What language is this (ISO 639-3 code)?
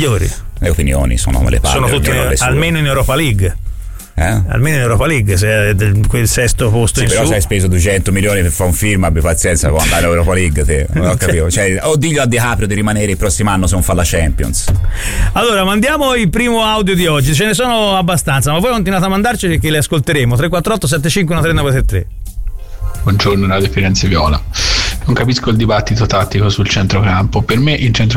ita